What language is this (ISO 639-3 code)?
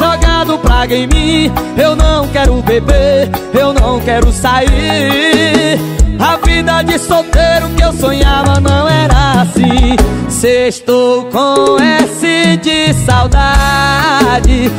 por